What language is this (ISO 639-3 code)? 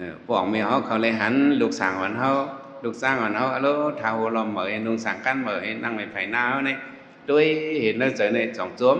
shn